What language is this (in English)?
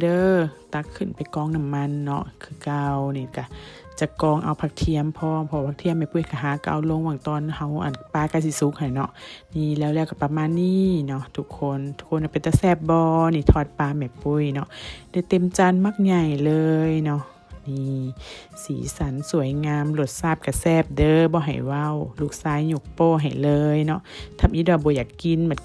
Lao